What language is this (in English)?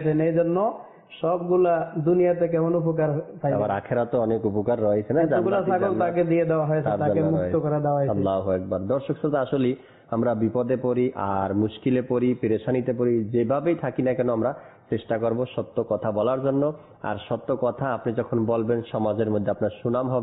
Bangla